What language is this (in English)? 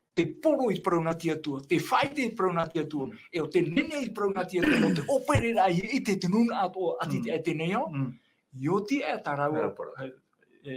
Tahitian